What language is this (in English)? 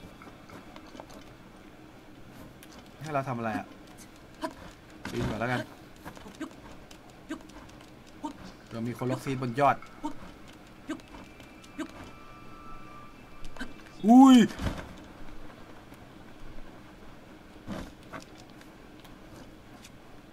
Thai